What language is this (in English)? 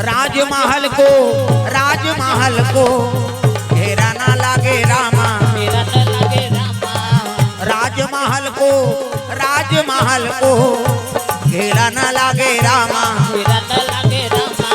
Chhattisgarhi